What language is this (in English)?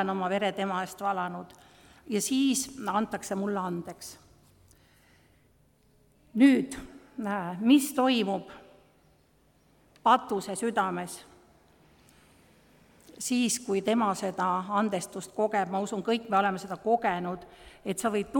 Estonian